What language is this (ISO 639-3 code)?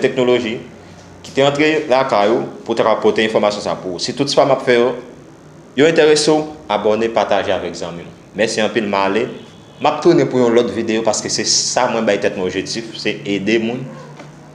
hat